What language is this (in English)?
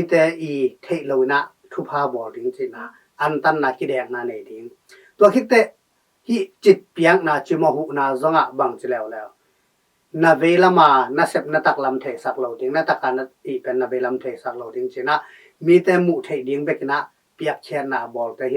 Tedim Chin